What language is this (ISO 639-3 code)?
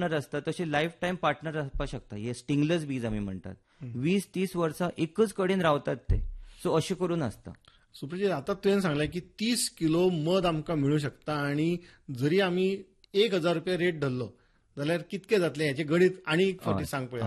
kok